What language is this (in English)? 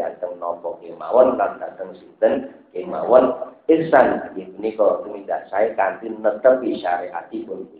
Javanese